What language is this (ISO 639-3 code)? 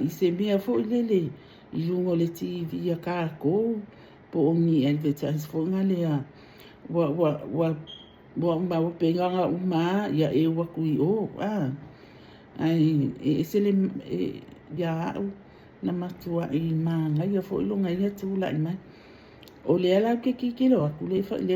smo